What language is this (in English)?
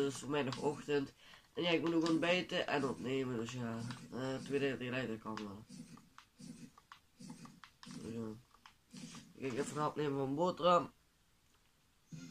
Dutch